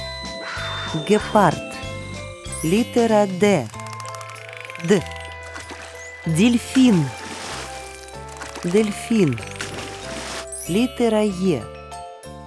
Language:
Ukrainian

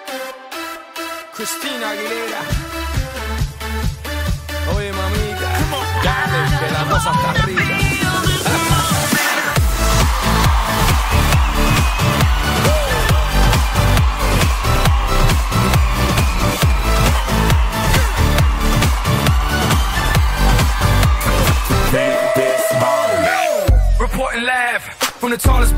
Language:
English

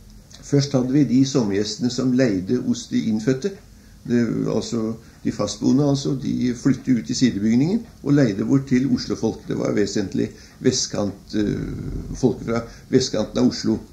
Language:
Norwegian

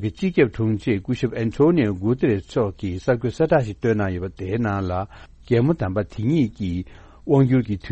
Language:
Tibetan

